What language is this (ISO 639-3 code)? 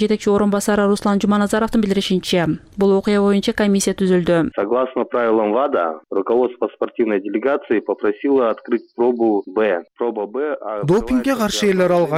kir